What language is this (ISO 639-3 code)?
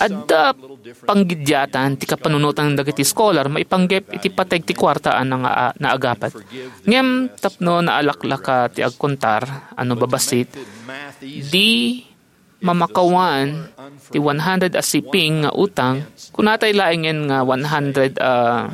ilo